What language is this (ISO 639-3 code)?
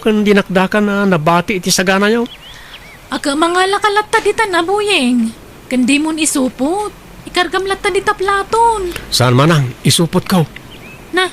ilo